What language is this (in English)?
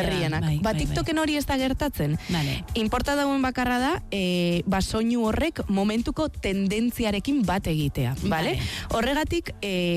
Basque